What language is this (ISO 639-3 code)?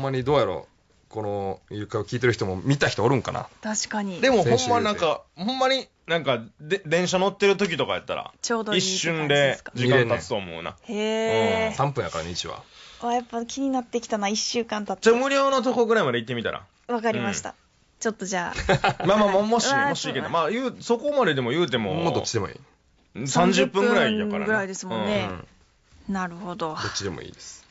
jpn